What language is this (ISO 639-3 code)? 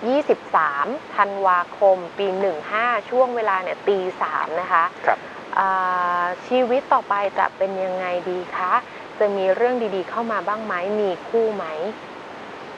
tha